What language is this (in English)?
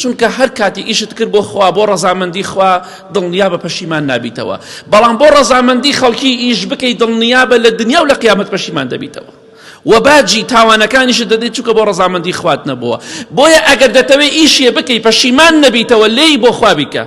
Central Kurdish